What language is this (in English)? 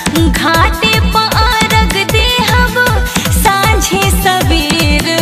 Bhojpuri